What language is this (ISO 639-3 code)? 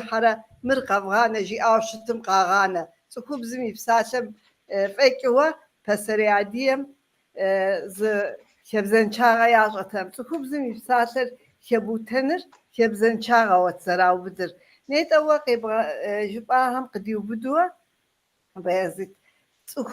kbd